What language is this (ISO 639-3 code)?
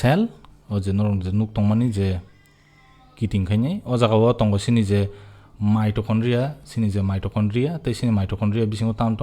trp